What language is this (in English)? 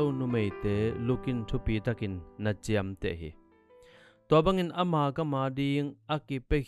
Tedim Chin